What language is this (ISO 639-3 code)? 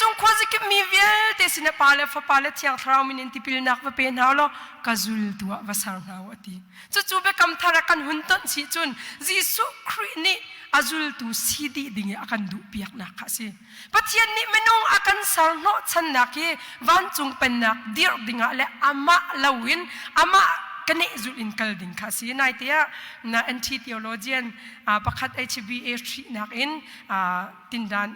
cnh